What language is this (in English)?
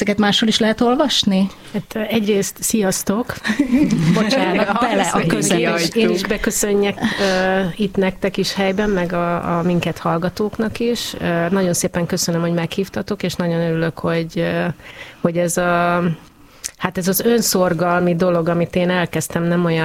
Hungarian